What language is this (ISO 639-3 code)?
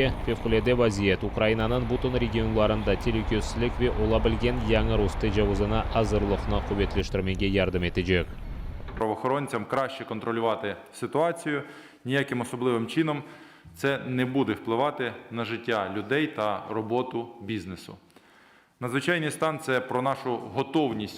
crh